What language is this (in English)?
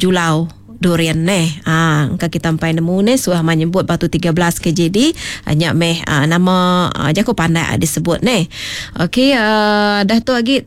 Iban